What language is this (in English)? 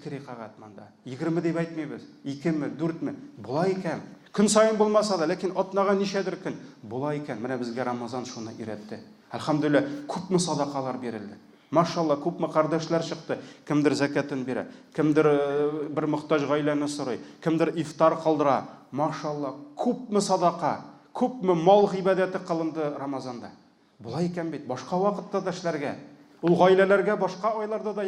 Tatar